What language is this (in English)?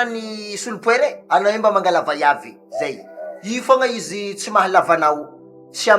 Malagasy